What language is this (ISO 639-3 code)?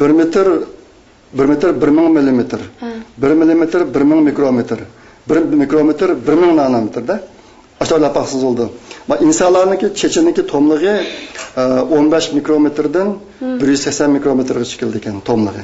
uig